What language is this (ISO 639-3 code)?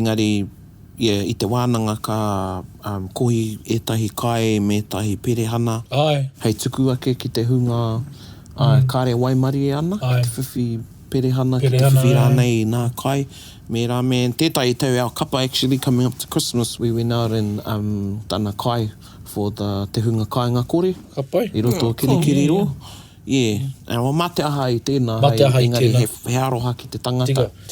mri